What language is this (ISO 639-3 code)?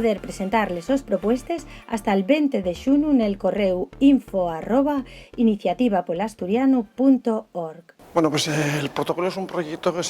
ast